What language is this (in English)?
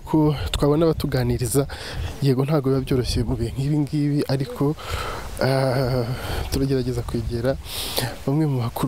Kinyarwanda